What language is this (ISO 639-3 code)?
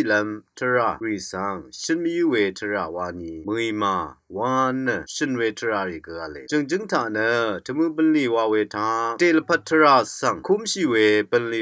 raw